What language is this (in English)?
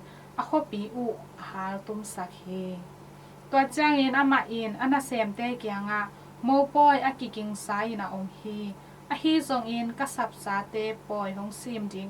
Tedim Chin